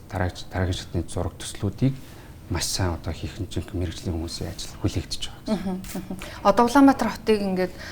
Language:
Mongolian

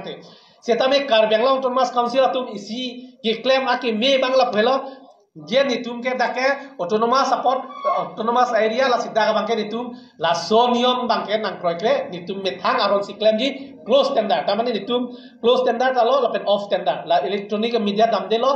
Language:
Karbi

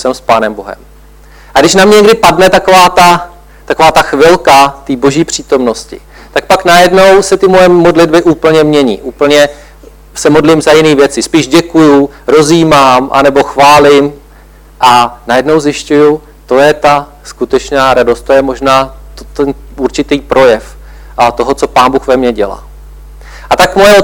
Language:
Czech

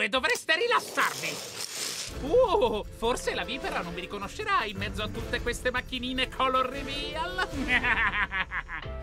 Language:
Italian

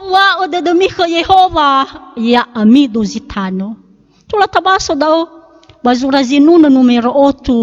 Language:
Nias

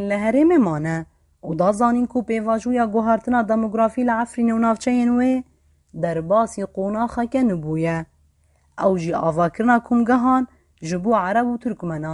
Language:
Kurdish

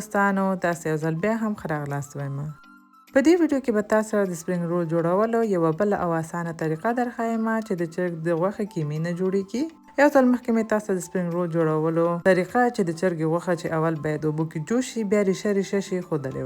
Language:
Pashto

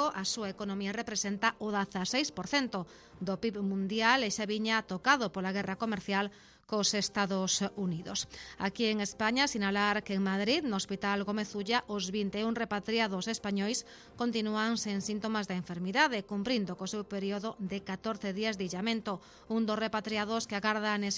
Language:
Galician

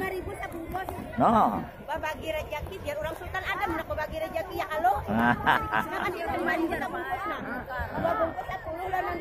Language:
Banjar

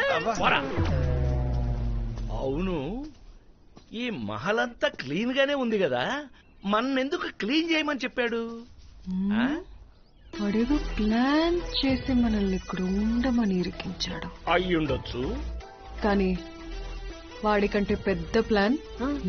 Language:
Telugu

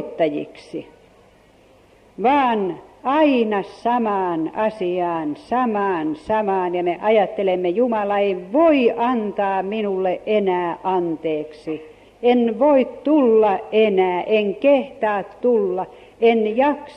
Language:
Finnish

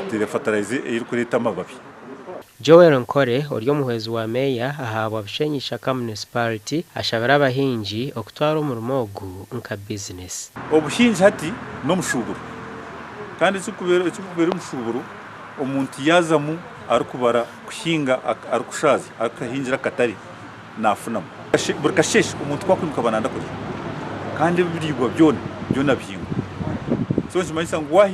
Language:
Nyankole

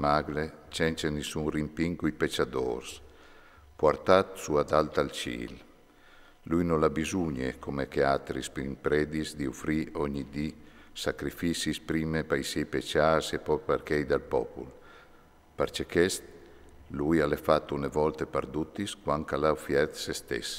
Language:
Friulian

